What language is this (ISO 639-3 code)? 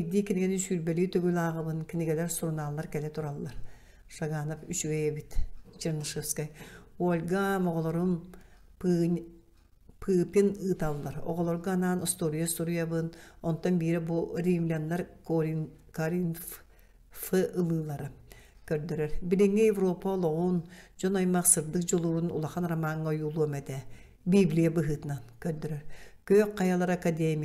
sah